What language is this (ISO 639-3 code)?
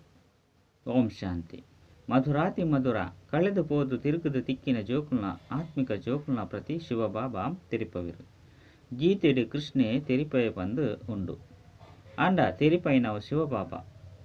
tcy